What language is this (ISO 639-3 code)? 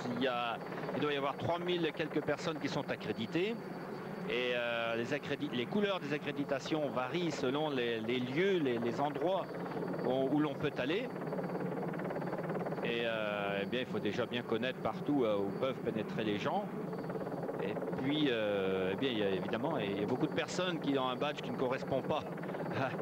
fra